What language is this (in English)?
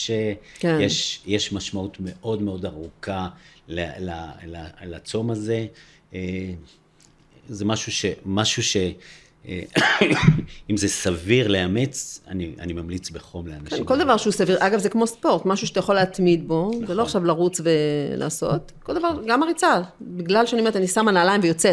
Hebrew